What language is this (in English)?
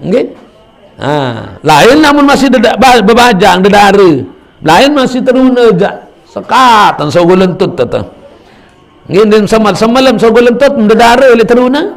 Sasak